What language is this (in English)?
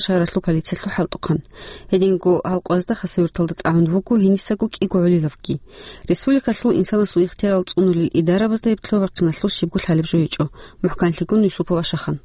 Avaric